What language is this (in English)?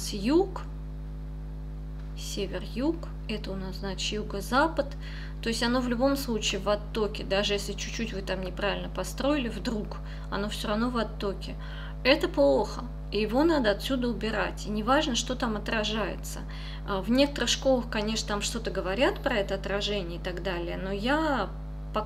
Russian